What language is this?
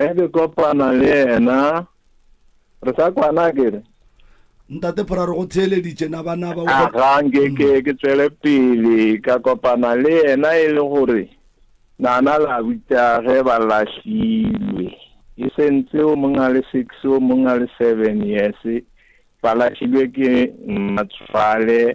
Northern Sotho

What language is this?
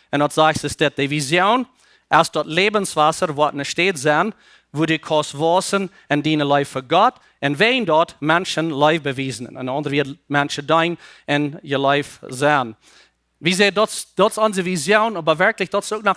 Plautdietsch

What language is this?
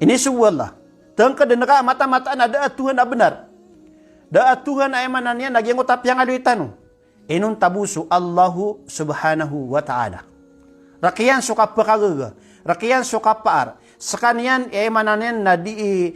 Maranao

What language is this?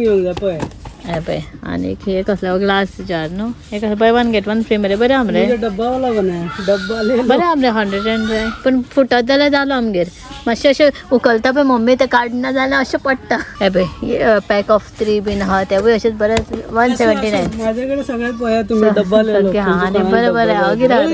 Konkani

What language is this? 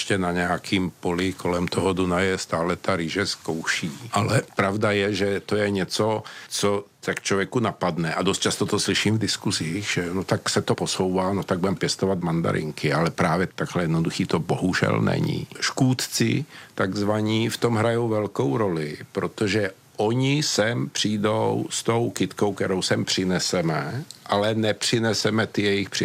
Czech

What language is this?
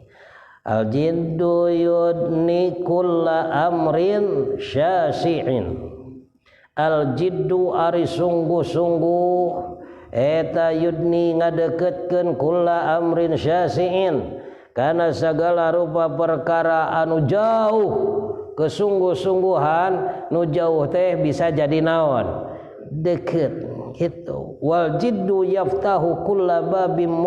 Sundanese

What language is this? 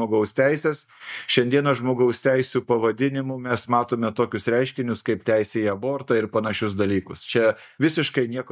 Lithuanian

